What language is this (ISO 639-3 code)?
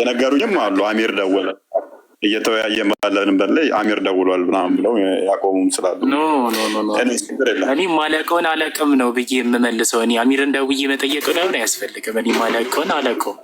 amh